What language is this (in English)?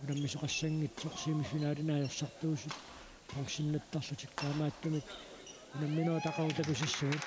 Kalaallisut